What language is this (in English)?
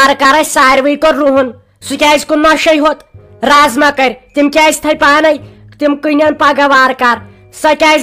Kashmiri